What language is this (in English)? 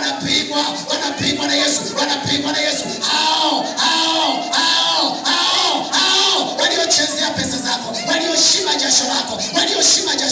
Swahili